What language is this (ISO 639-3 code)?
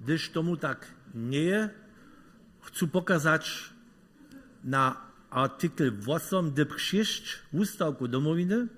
hsb